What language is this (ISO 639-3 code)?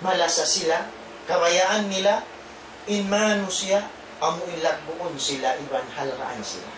tsg